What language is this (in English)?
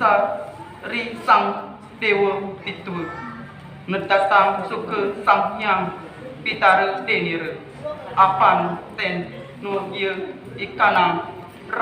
Kawi